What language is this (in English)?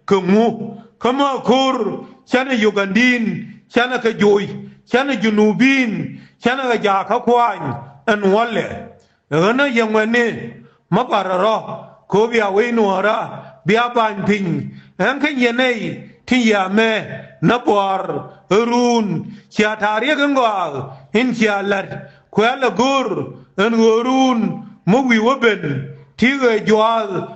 Nuer